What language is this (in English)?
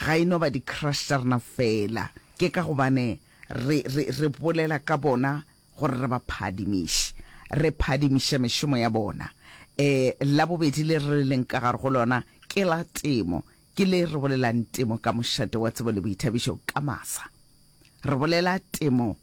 Northern Sotho